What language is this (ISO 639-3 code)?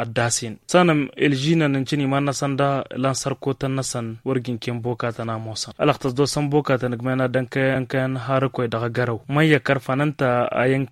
taq